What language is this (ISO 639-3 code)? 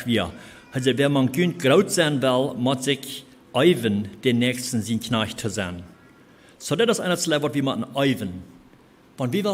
pdt